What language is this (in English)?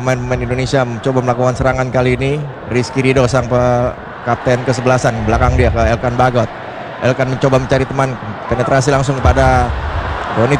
Indonesian